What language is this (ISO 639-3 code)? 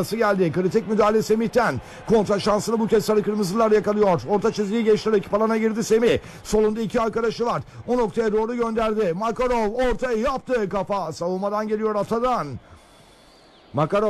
tur